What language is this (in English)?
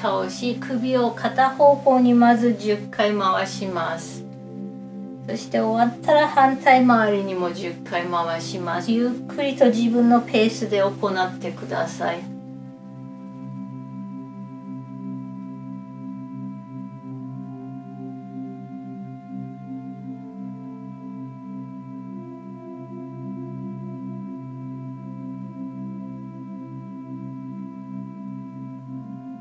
Japanese